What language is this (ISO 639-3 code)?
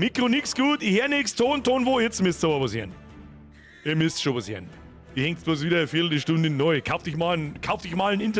bar